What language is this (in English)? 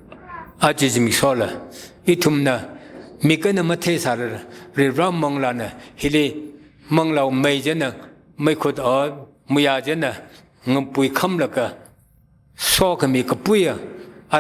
Tangkhul Naga (India)